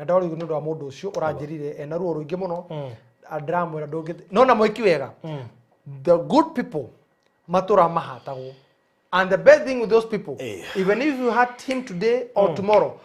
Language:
Kikuyu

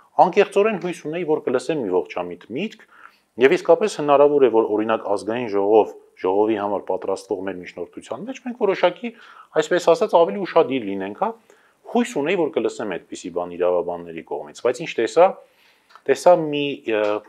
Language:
Armenian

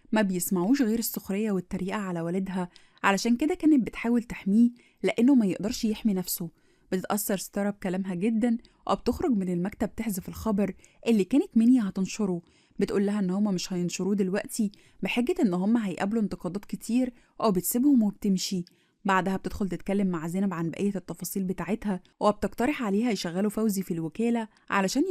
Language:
Egyptian Arabic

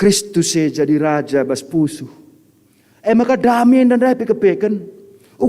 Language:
Batak Karo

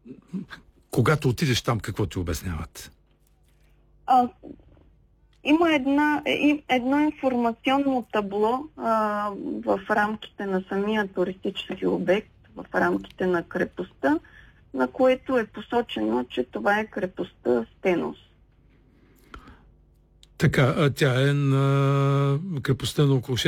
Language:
Bulgarian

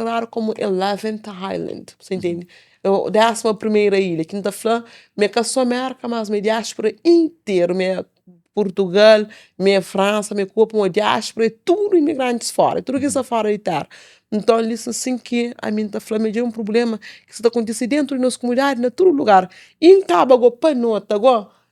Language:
Kabuverdianu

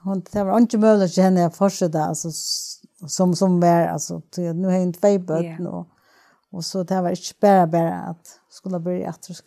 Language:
Faroese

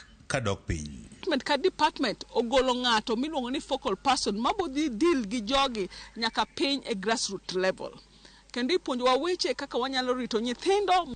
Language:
Luo (Kenya and Tanzania)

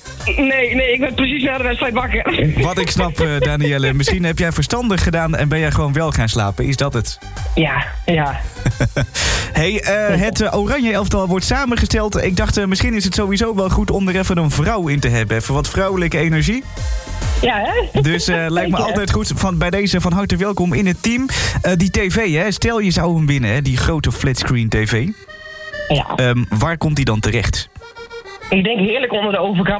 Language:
Dutch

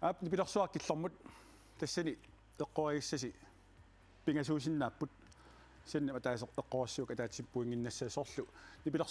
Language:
Kalaallisut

